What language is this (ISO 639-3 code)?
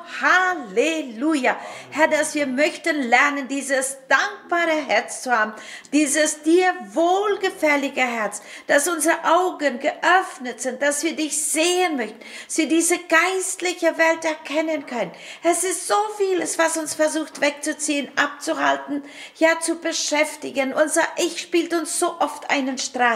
deu